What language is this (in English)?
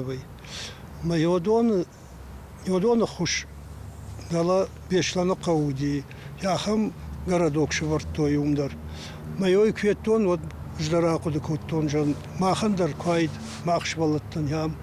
Ossetic